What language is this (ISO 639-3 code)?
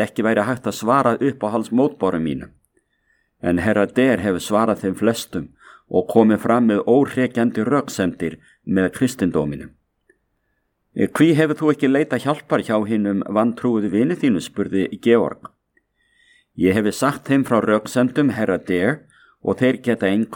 isl